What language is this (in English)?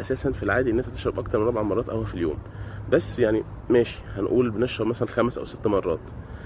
Egyptian Arabic